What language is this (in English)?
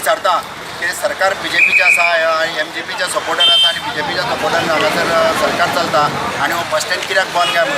Konkani